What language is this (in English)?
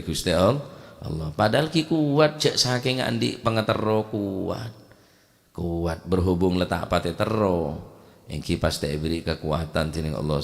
Madurese